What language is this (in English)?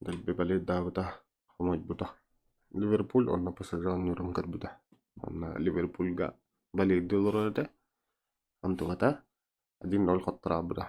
Yakut